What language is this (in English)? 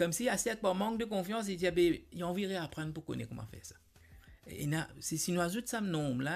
Morisyen